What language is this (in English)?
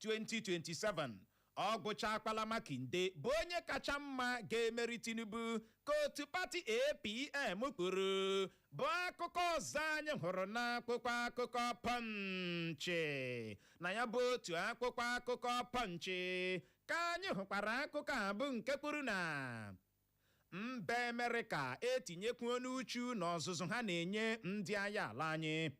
Igbo